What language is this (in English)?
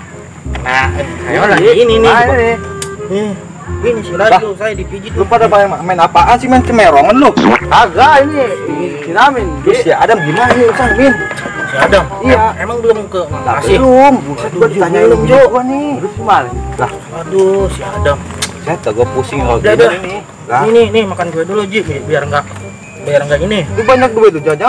Betawi